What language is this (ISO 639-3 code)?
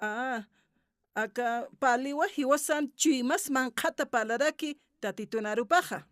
aym